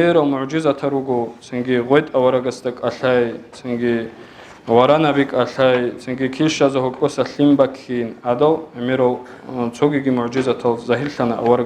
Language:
Avaric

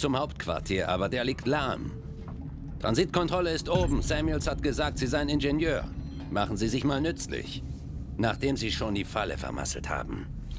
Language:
Bavarian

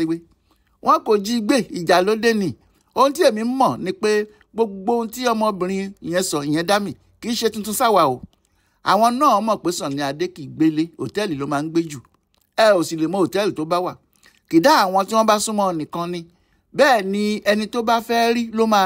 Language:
Yoruba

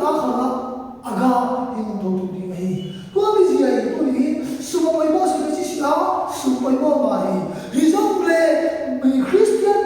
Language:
Tedim Chin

